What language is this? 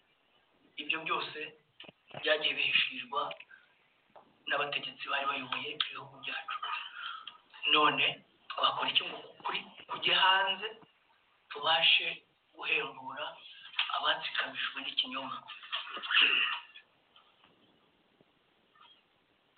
Kinyarwanda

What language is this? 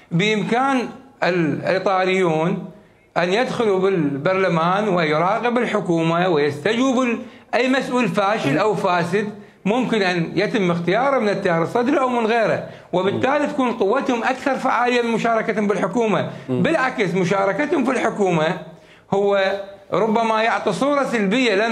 Mesopotamian Arabic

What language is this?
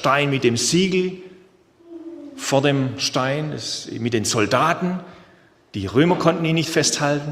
German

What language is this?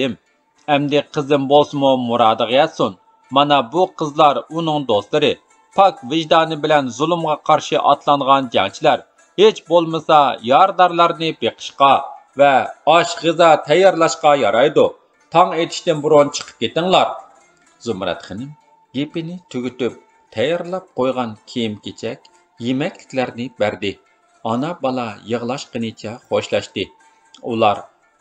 Uyghur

